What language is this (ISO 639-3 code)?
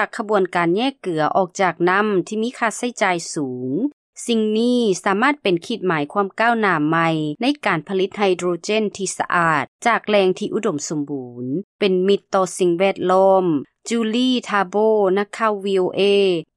lao